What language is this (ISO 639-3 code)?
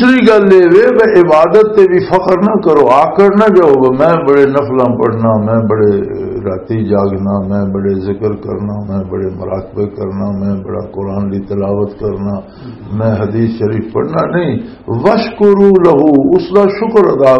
lah